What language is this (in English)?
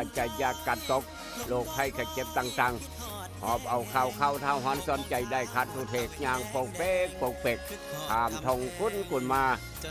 Northeastern Thai